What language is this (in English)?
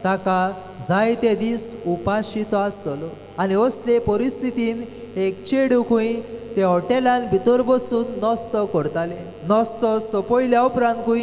Konkani